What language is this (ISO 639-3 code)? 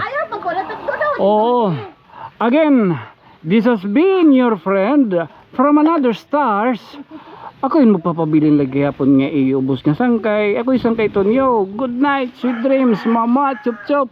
war